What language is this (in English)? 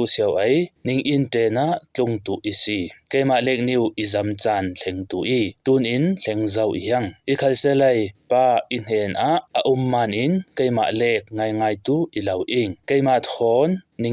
Falam Chin